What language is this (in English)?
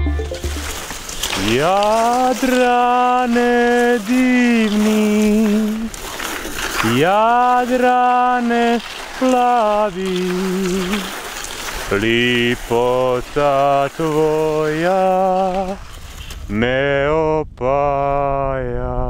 Croatian